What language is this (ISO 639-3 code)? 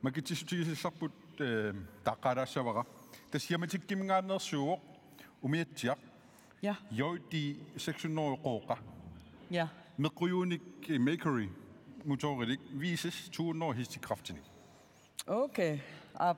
kal